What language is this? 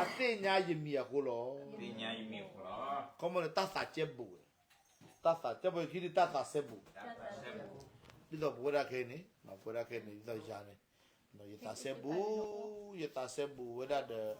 S'gaw Karen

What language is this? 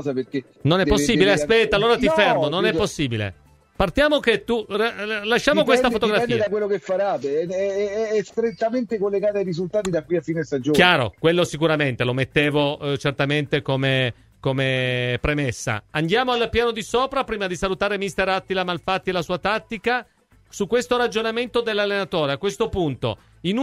Italian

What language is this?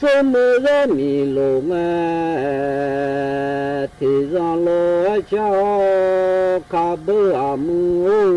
Akha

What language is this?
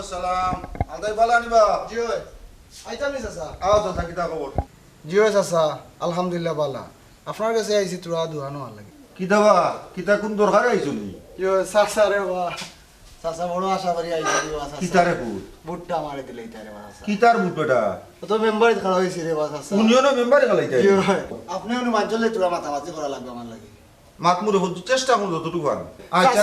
Sylheti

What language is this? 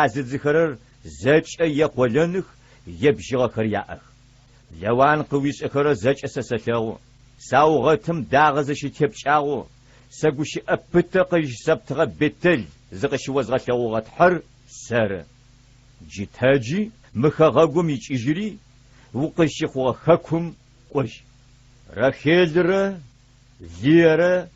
Adyghe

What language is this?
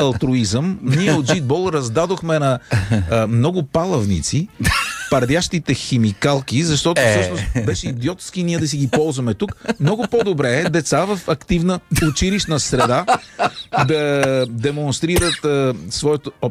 Bulgarian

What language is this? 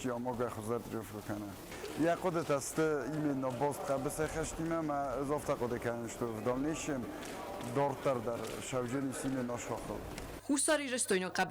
Ossetic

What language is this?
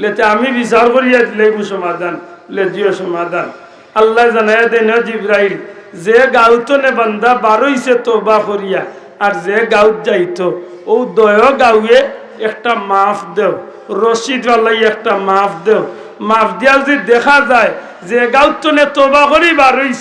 Sylheti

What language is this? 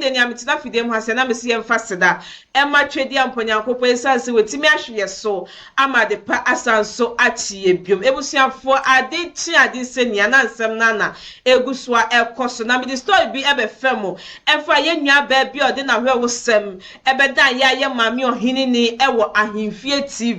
Akan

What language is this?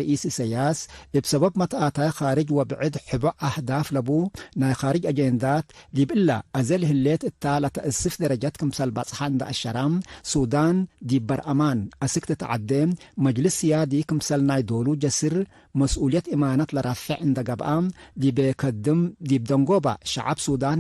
Tigre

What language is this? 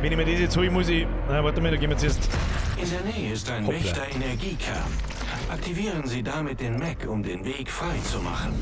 Bavarian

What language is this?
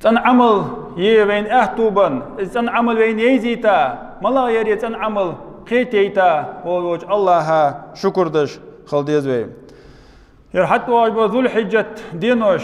Ingush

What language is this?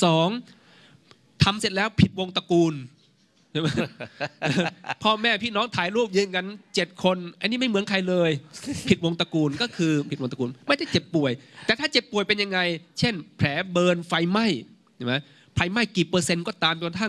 Thai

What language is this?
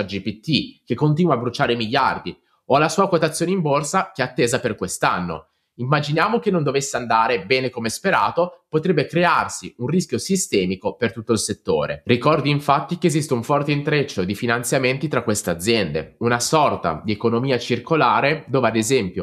Italian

